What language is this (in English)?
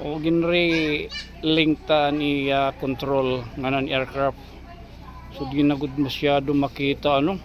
Waray